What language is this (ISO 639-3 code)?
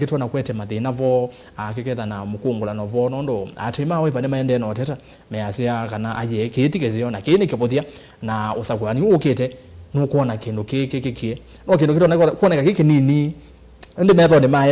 kam